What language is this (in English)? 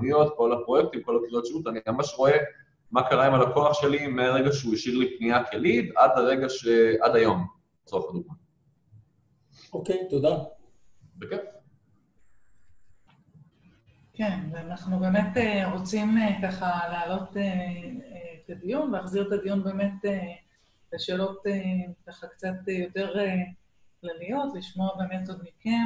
Hebrew